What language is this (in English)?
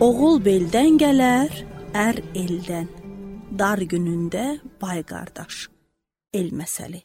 Azerbaijani